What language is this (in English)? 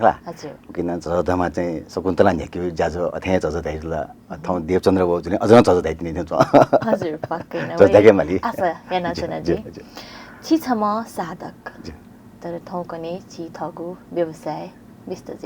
Newari